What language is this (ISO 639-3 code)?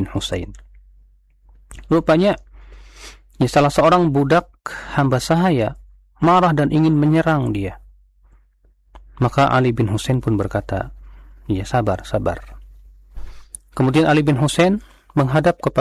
ind